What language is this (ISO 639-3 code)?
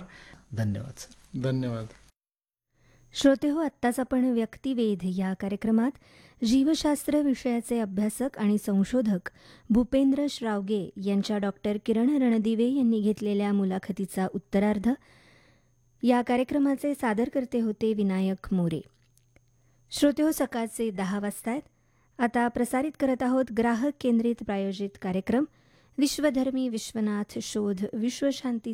mar